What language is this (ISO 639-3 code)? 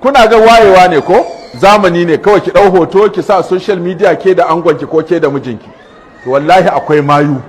hau